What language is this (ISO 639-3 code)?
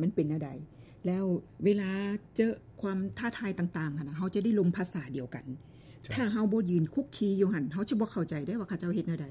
lao